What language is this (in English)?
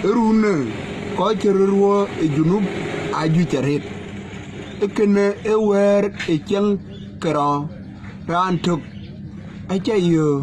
Dinka